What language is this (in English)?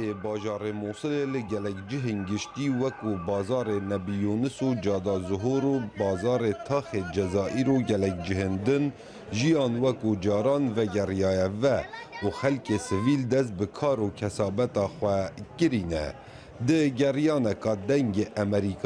Kurdish